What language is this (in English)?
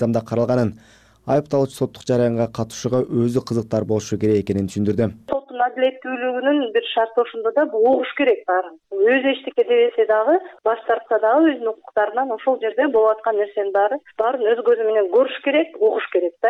Kyrgyz